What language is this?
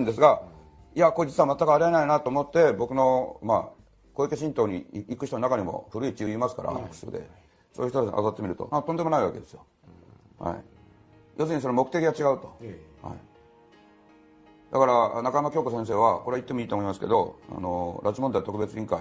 Japanese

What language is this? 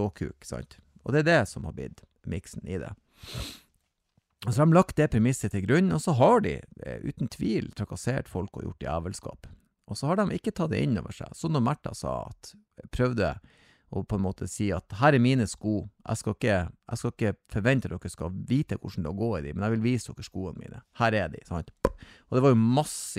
Norwegian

